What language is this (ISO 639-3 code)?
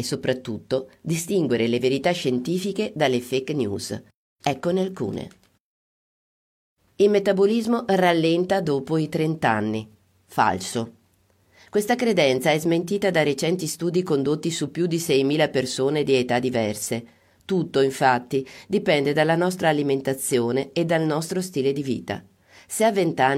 ita